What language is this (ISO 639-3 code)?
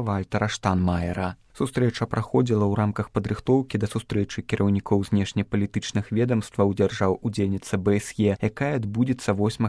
bel